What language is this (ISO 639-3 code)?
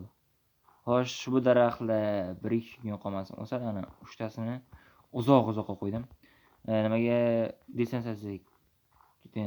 uzb